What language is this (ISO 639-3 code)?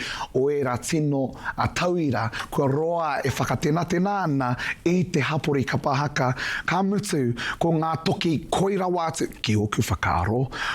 mri